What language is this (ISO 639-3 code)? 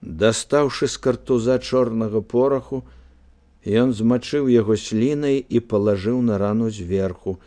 bel